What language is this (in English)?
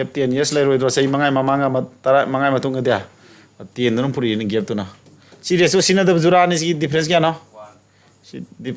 Manipuri